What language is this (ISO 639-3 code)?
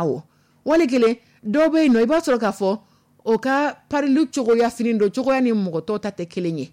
dyu